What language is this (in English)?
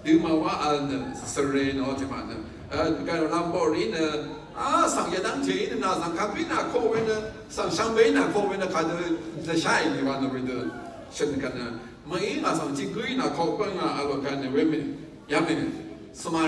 Rawang